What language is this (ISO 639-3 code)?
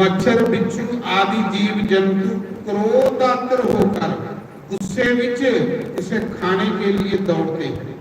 doi